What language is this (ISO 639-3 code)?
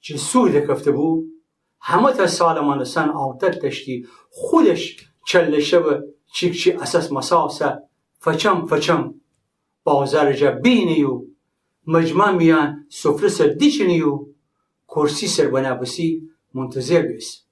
glk